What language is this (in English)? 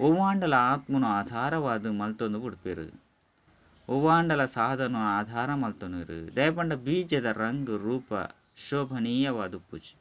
Tulu